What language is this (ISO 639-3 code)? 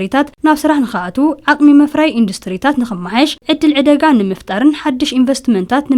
tir